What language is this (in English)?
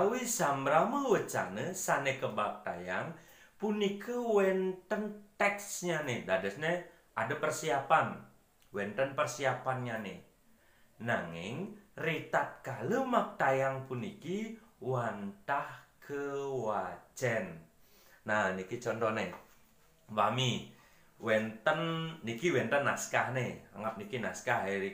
Balinese